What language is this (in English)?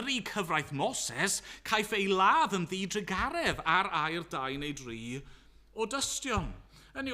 Welsh